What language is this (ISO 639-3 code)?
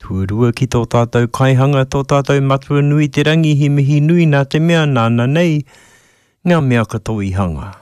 mri